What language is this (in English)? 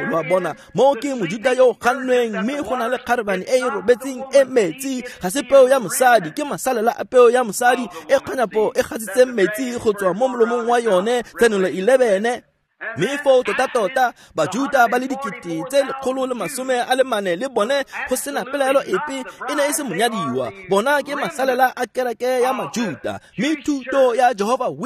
Tswana